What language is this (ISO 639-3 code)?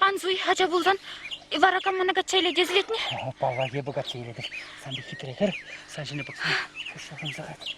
chv